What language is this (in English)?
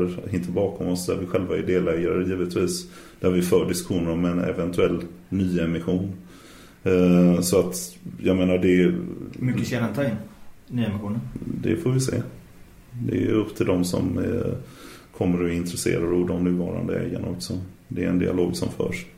Swedish